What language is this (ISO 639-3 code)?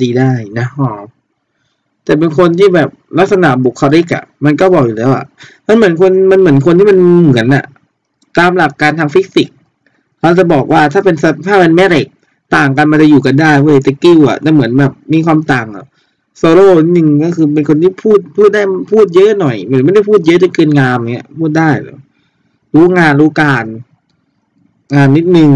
tha